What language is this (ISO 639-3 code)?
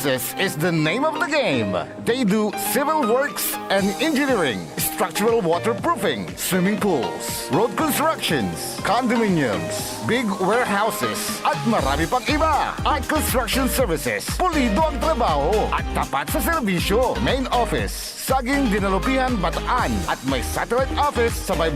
pag